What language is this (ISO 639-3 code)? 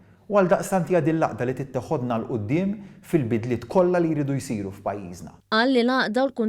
mlt